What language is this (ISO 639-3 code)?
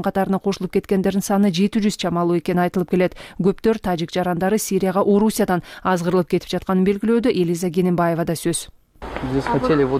kir